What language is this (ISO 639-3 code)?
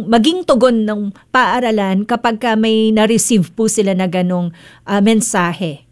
fil